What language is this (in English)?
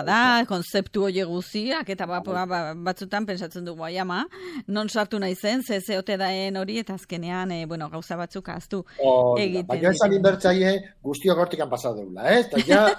Basque